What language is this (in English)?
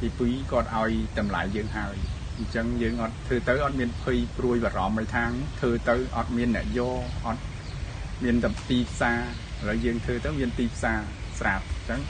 Khmer